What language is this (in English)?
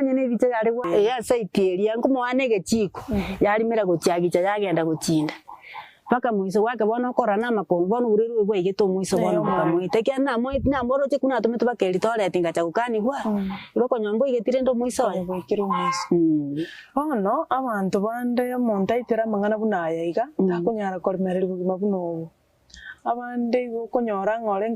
Gusii